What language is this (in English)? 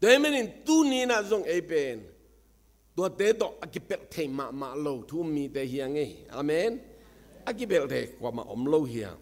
Tedim Chin